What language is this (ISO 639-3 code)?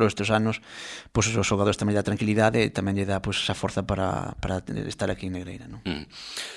glg